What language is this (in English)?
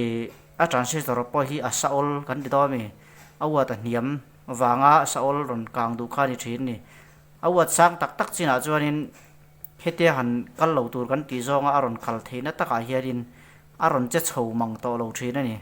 Mizo